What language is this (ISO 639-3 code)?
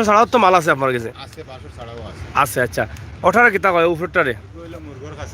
syl